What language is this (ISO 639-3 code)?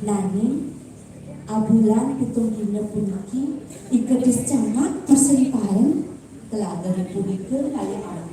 ban